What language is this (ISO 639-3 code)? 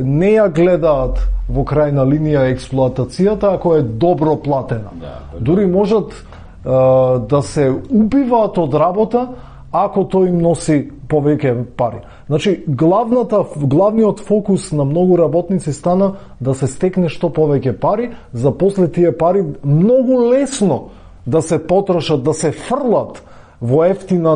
mkd